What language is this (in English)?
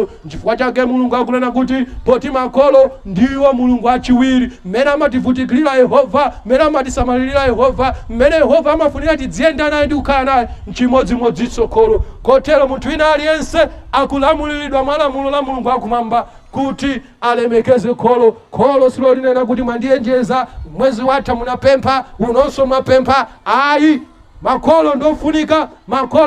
Nyanja